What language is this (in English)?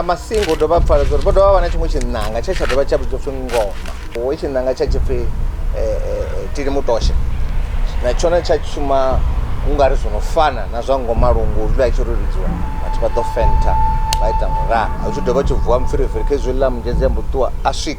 Venda